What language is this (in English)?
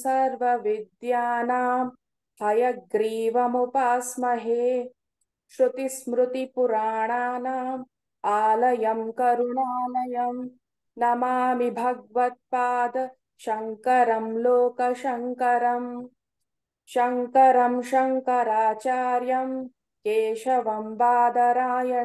Sanskrit